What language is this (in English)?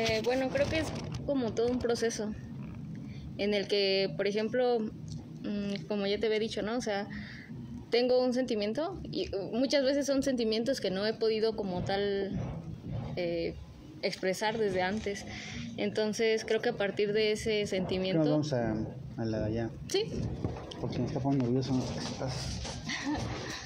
Spanish